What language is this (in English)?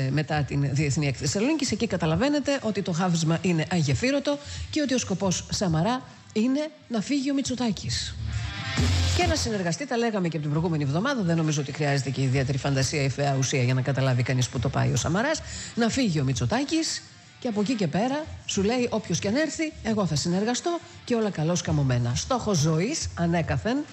Greek